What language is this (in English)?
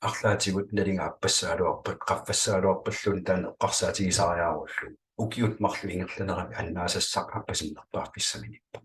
Kalaallisut